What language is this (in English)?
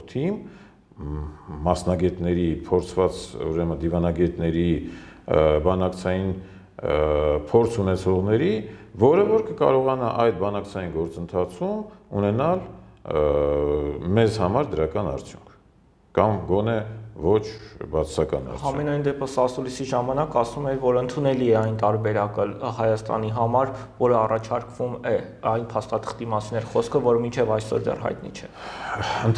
Armenian